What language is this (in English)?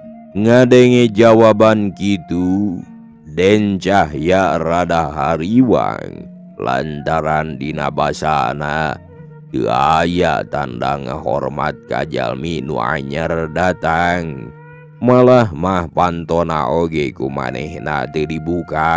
Sundanese